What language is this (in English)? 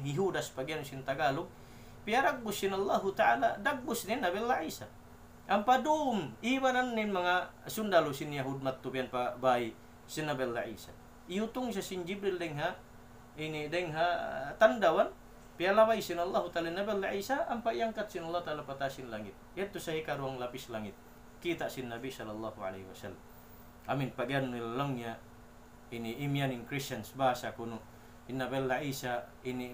Tausug